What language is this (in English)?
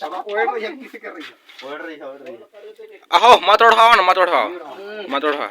Chhattisgarhi